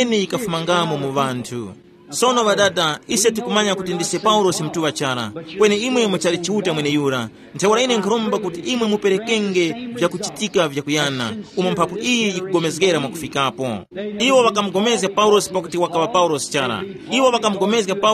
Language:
Tumbuka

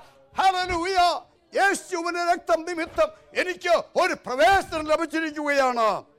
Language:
Malayalam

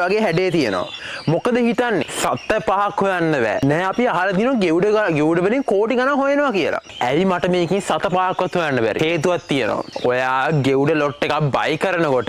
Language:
Sinhala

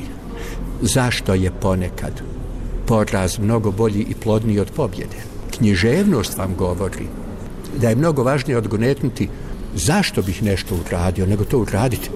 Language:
Bosnian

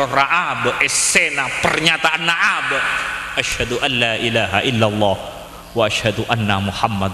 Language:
Madurese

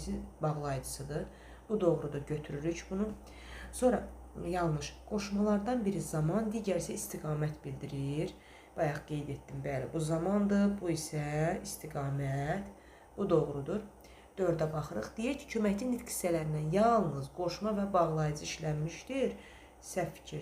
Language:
Azerbaijani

